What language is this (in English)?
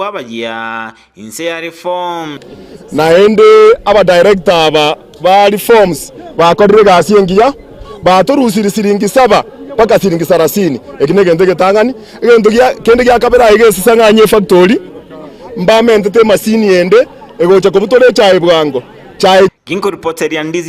Gusii